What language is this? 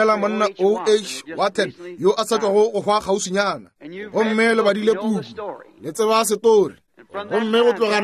Northern Sotho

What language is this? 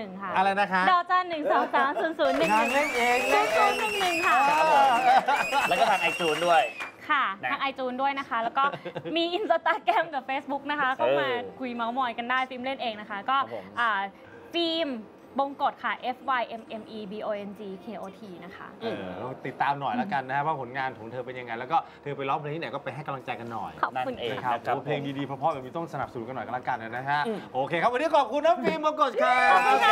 Thai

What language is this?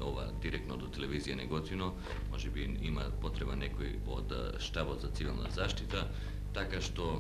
Macedonian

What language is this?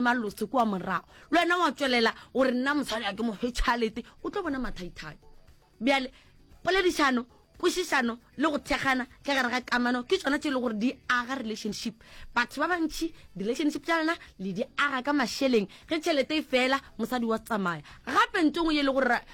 Northern Sotho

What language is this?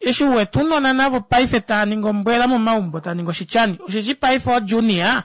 Kuanyama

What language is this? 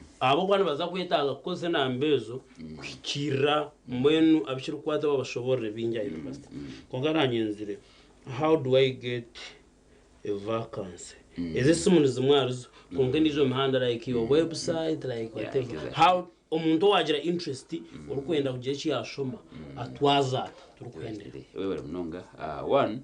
Nyankole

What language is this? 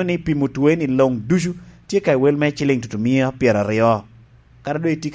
Lango (Uganda)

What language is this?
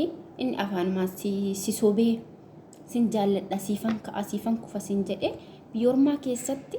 Oromo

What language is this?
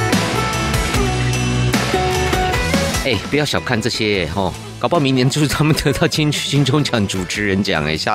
Chinese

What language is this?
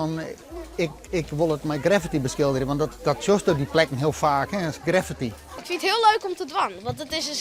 Western Frisian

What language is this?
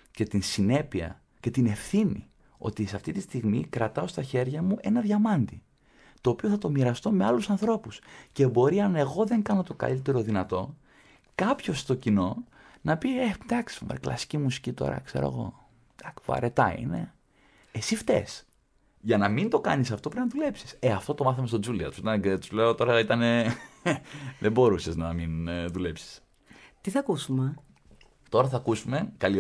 Greek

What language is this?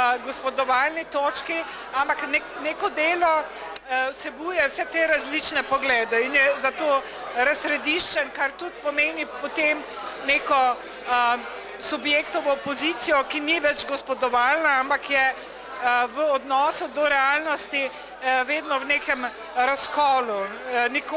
Slovenian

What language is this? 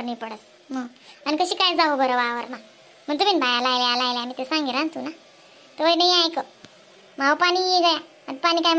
Khandesi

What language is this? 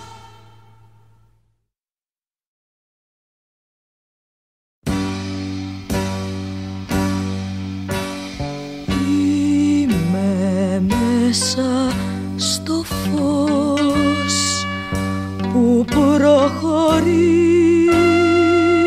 Greek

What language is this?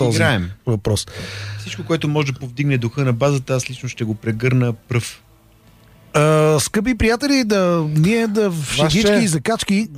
Bulgarian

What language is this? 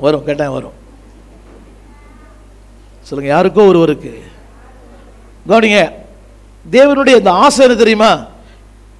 Tamil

